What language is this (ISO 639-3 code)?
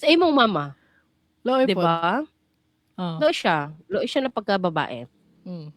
ceb